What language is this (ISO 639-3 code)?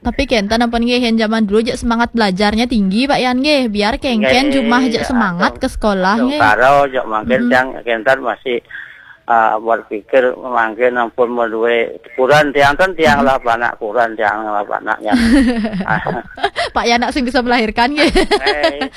ban